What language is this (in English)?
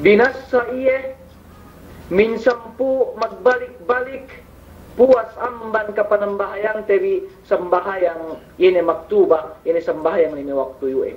Yakan